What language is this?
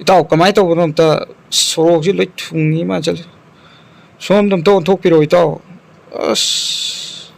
Manipuri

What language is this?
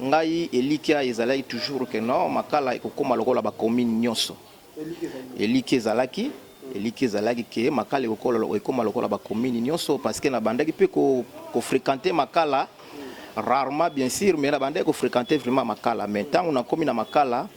Lingala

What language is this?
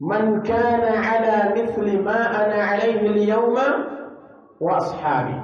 Pular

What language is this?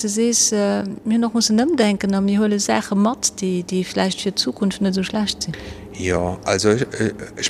Luxembourgish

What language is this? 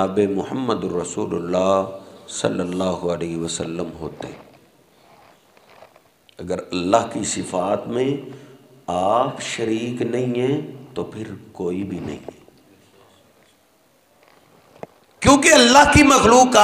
Urdu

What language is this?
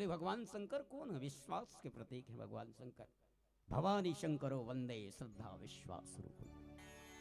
Chhattisgarhi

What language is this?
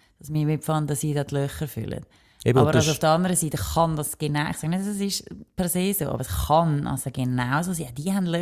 German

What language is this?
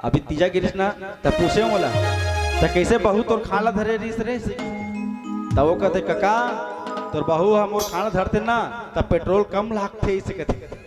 Chhattisgarhi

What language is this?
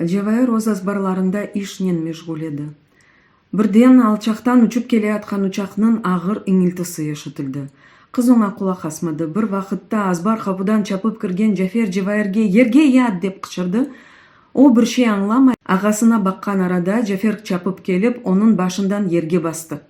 Crimean Tatar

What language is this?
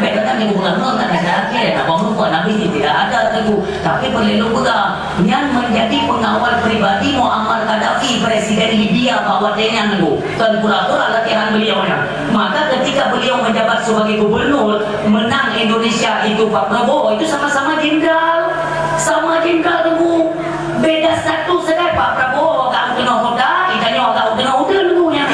Achinese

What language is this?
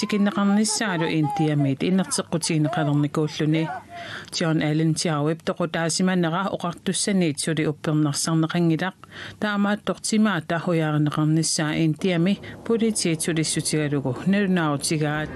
Kalaallisut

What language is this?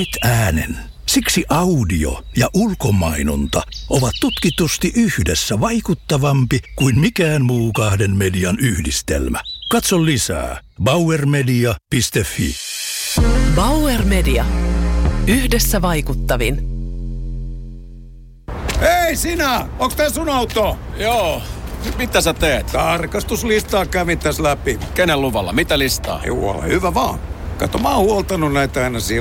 Finnish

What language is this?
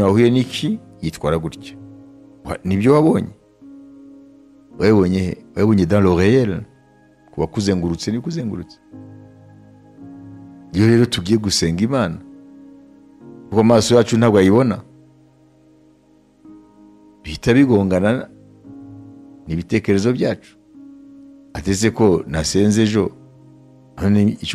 Kinyarwanda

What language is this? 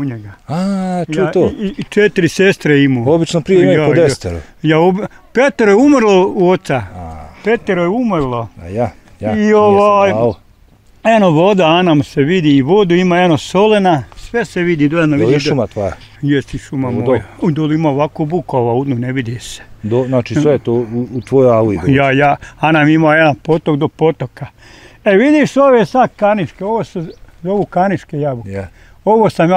Bosnian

